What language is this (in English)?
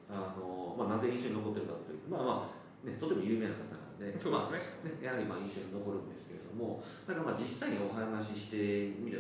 Japanese